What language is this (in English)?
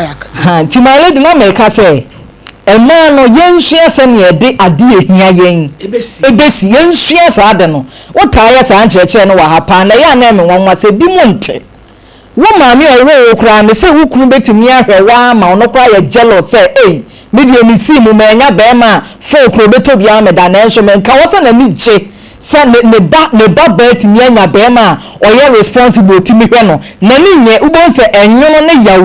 Akan